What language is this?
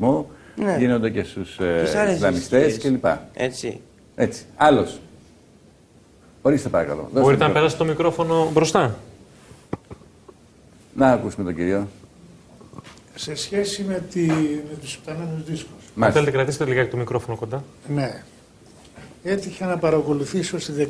Greek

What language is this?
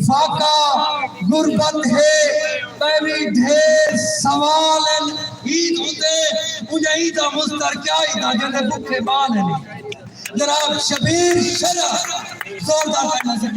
Saraiki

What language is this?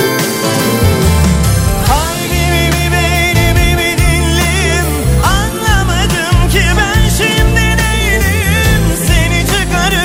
Turkish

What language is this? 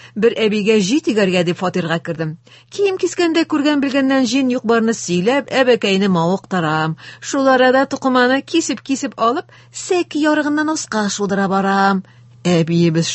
Tatar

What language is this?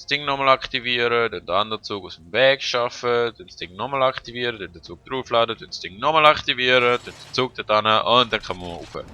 Swiss German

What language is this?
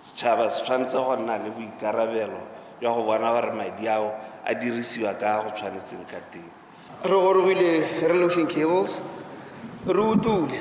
Tswana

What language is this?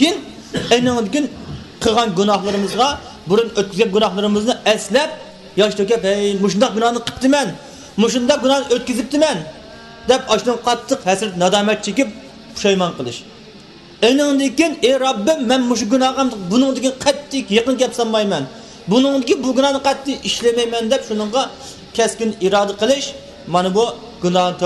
Uyghur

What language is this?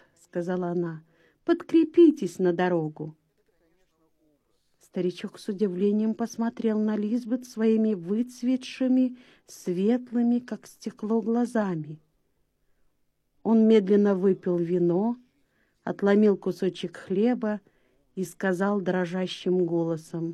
Russian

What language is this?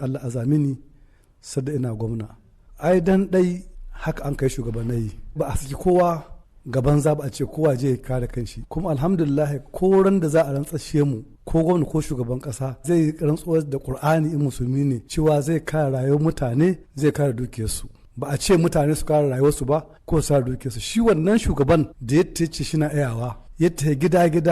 Hausa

